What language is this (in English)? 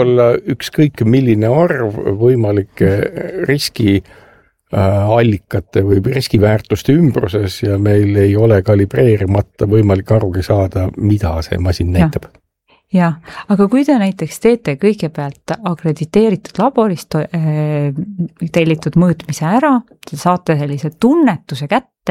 Estonian